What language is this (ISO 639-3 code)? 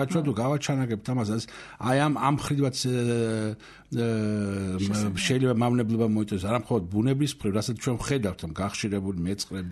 kat